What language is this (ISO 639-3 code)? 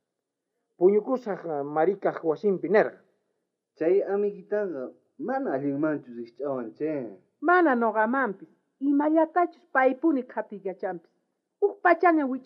quh